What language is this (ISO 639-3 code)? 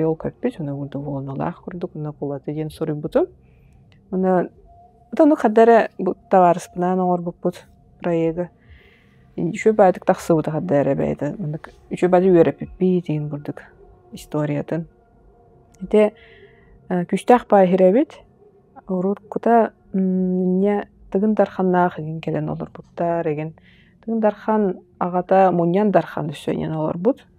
sah